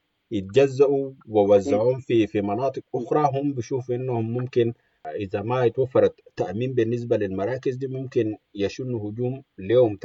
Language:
Sudanese Arabic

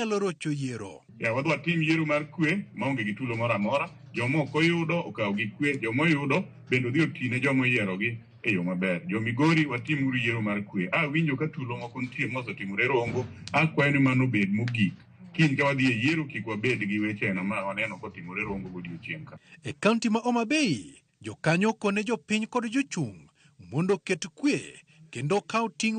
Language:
Luo (Kenya and Tanzania)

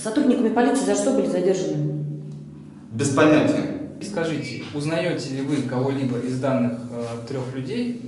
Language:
Russian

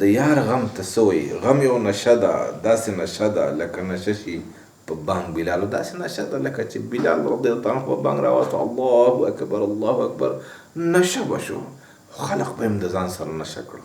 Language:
Pashto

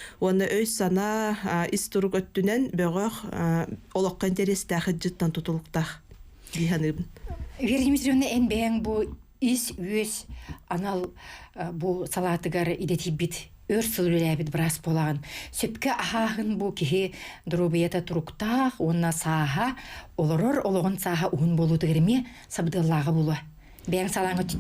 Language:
Yakut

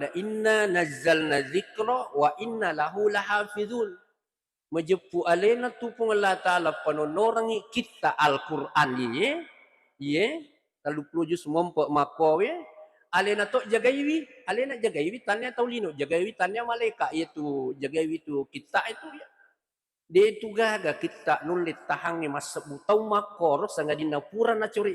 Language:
Buginese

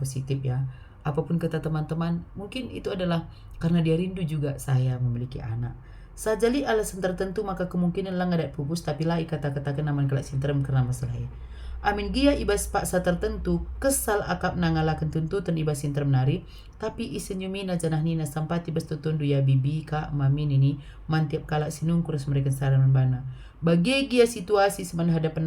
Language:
Batak Karo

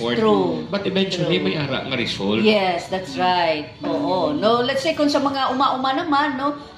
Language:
Hiligaynon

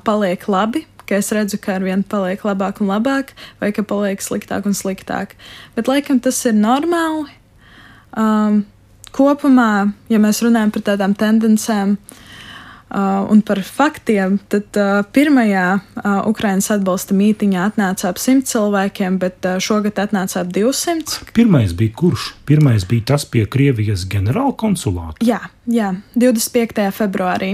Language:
Latvian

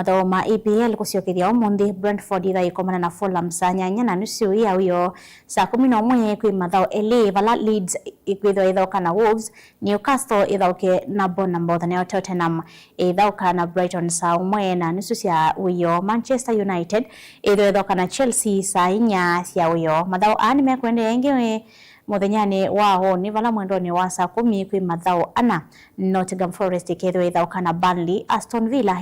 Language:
Kamba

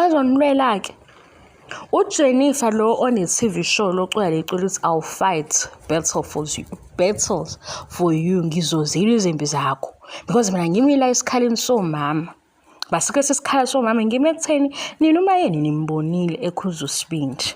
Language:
Zulu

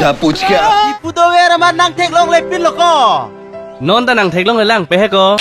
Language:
Karbi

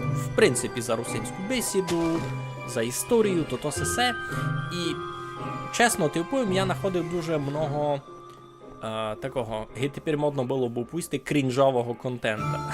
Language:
Rusyn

